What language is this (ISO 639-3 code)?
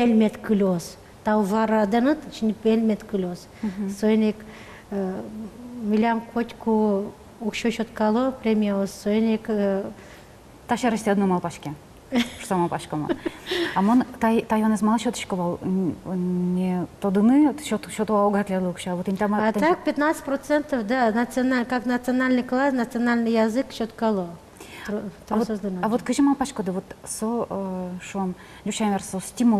udm